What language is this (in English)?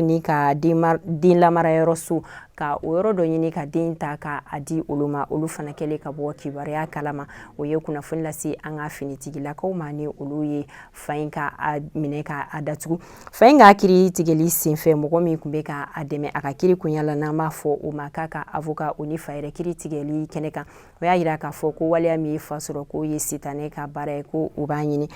Bambara